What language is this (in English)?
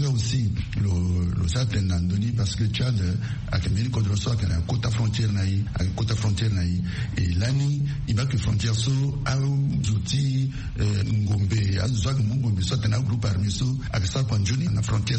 Sango